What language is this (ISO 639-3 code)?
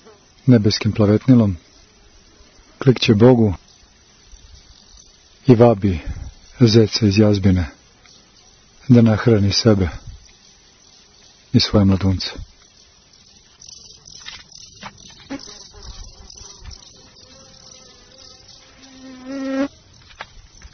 srp